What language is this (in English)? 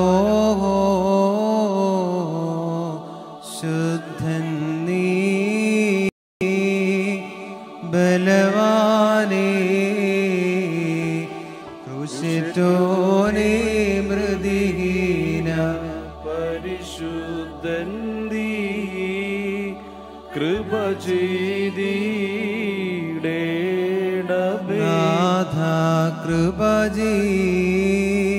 Malayalam